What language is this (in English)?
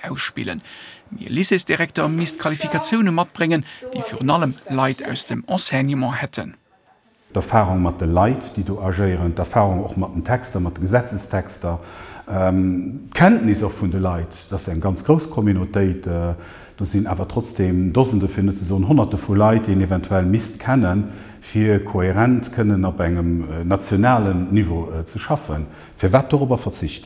Luxembourgish